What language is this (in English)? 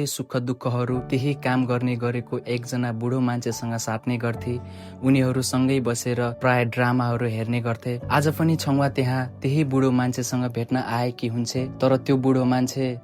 Nepali